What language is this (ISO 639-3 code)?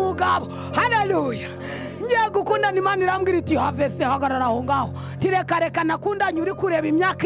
kin